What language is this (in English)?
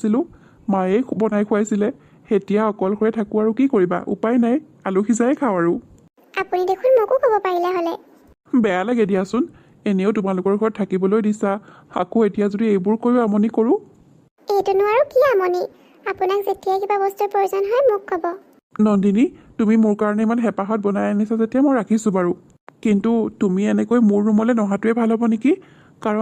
Assamese